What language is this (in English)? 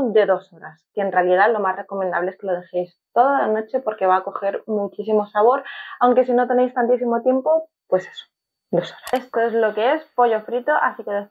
Spanish